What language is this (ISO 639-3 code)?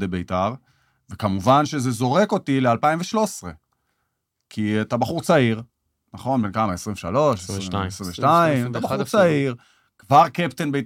heb